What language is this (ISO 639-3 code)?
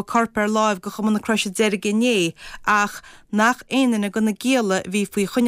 gle